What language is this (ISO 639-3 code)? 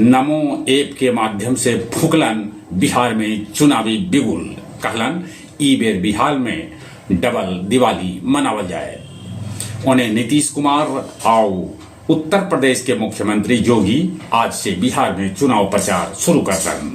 mag